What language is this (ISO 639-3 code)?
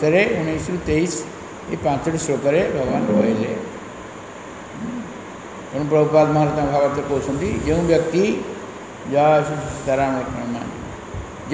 ori